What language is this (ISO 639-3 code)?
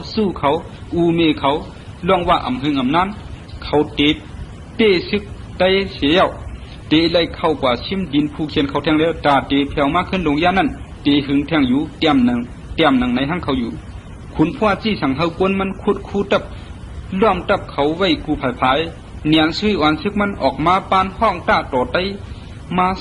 shn